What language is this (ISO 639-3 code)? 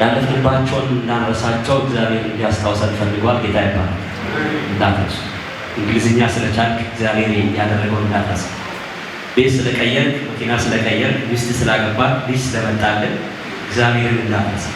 amh